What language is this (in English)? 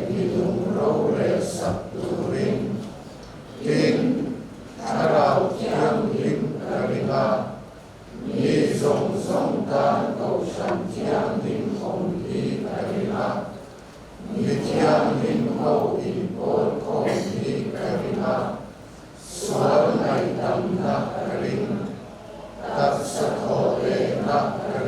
Mizo